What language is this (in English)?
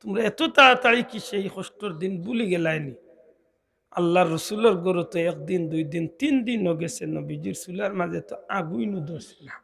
Sylheti